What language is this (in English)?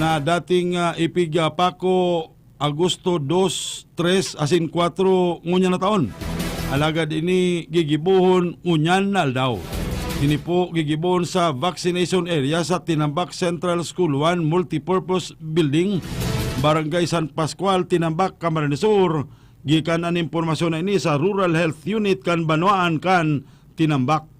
Bikol